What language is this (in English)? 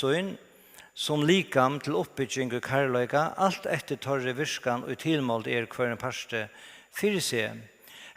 Faroese